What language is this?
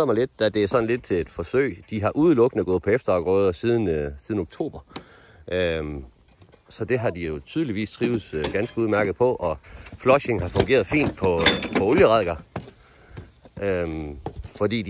Danish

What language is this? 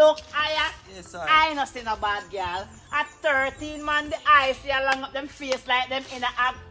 Jamaican Creole English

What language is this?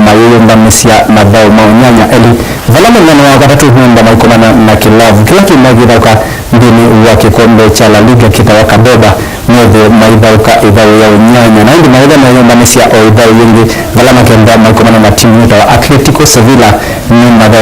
Kamba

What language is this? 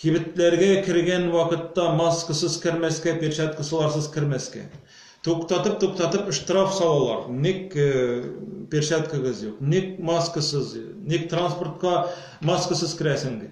Tatar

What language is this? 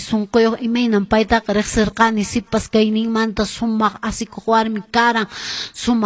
Quechua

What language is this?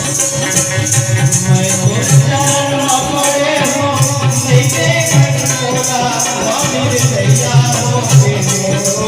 Chhattisgarhi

